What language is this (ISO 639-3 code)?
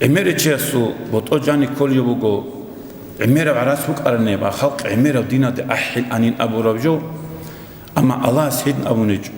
ava